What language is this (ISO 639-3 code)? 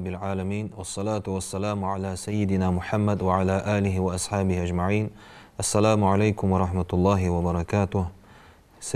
inh